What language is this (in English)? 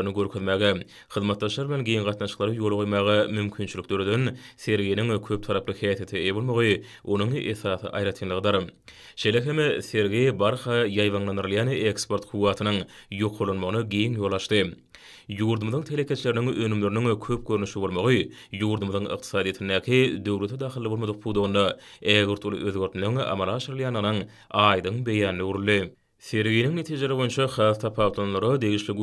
Turkmen